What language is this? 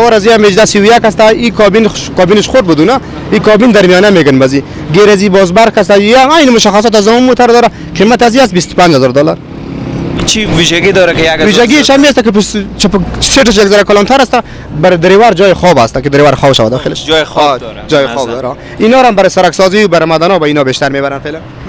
Persian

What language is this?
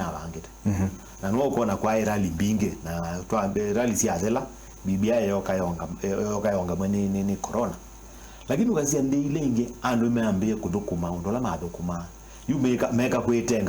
Kamba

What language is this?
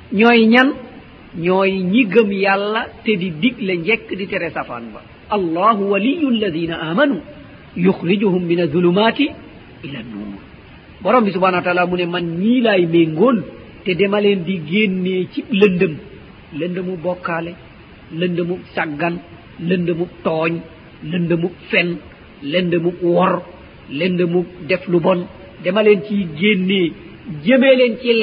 Wolof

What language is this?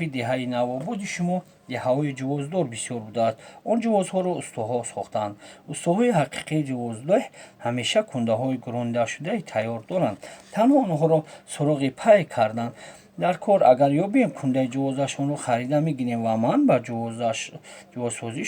Tajik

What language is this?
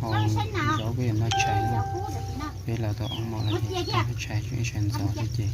Hmong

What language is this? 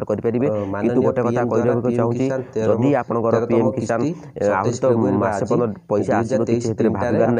Odia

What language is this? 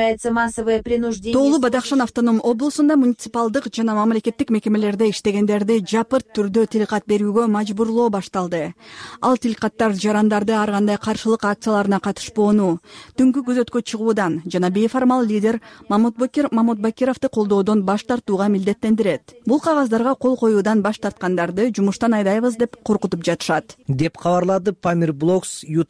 Kyrgyz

